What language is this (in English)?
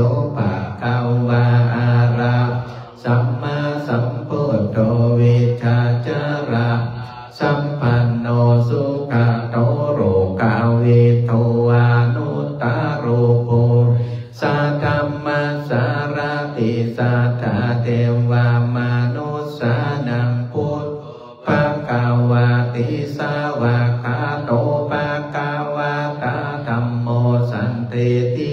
Pali